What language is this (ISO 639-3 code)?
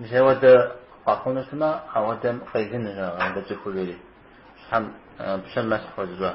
kbd